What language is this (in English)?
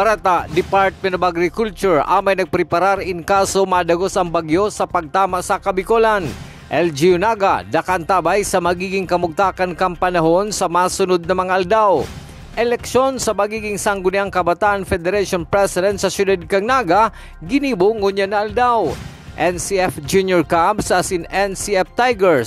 Bikol